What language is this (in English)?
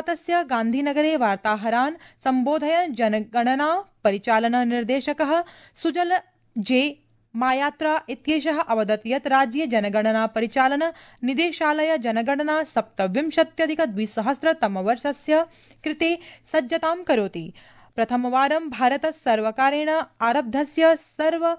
Sanskrit